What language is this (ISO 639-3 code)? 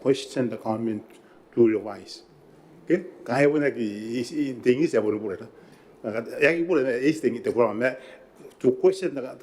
gil